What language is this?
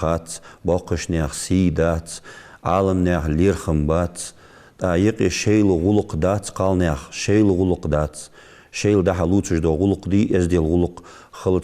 Ingush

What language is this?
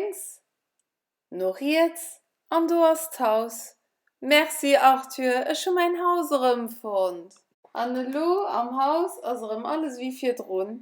Luxembourgish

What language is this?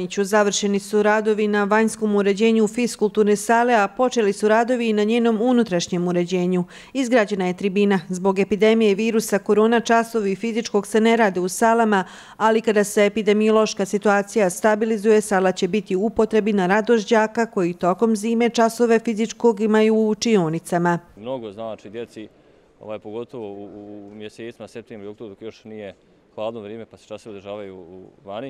Bosnian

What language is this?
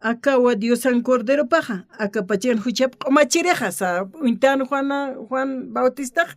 Aymara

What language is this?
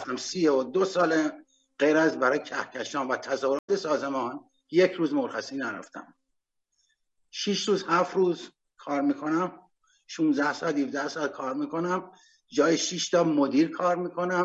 Persian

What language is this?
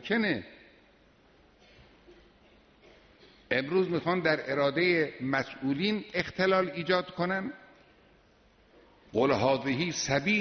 Persian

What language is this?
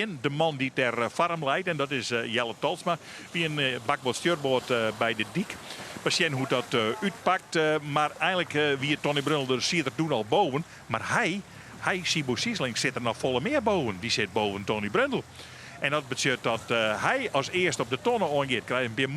Western Frisian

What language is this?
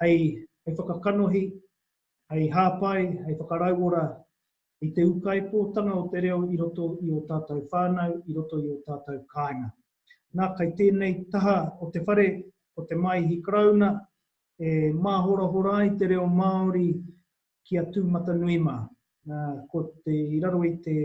Māori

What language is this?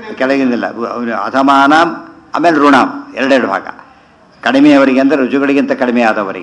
Kannada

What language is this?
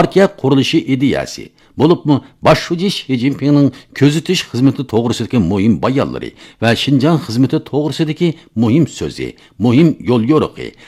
Uyghur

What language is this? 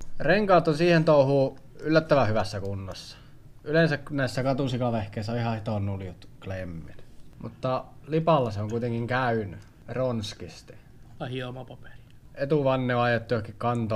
Finnish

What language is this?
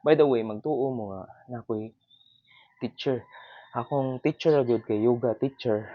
Cebuano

